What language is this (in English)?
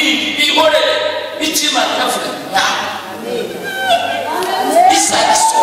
Kinyarwanda